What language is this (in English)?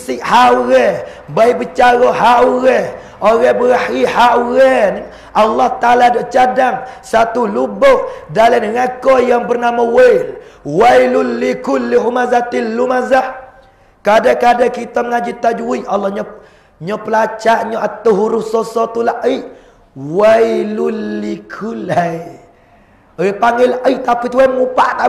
Pattani Malay